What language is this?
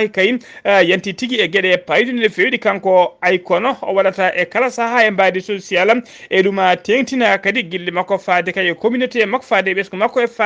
Fula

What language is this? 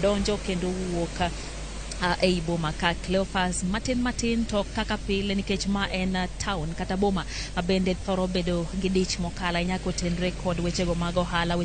Luo (Kenya and Tanzania)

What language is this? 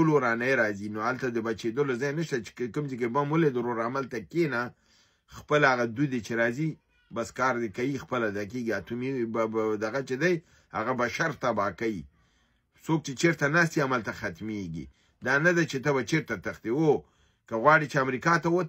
Pashto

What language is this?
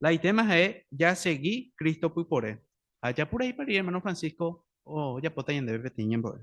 Guarani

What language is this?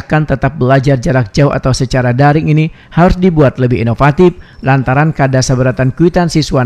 Banjar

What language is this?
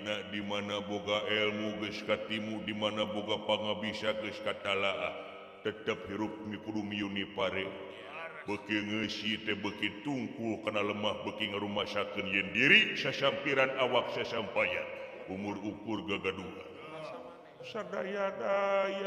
Sundanese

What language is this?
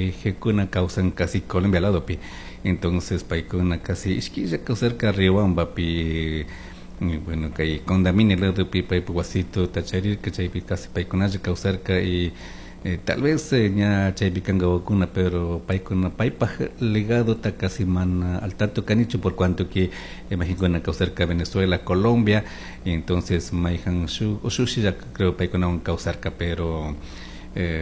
Chimborazo Highland Quichua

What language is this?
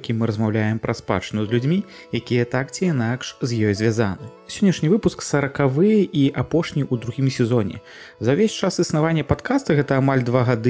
Belarusian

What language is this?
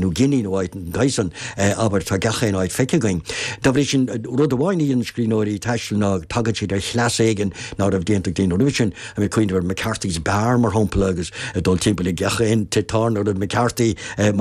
Irish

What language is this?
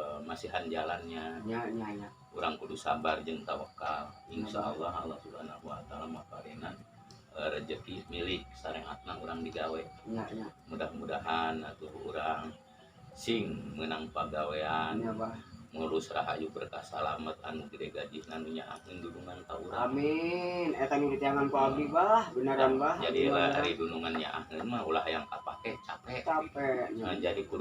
Sundanese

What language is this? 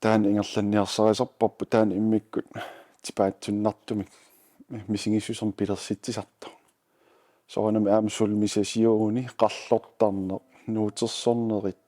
Kalaallisut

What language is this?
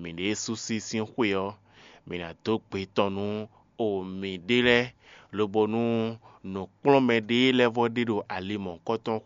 Fon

